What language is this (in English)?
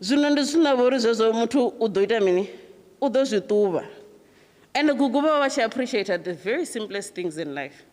Venda